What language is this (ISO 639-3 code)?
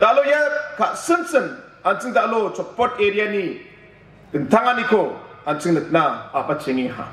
grt